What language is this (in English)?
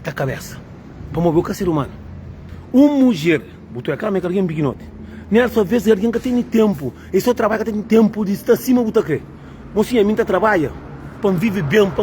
Kabuverdianu